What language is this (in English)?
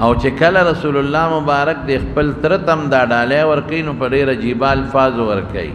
Pashto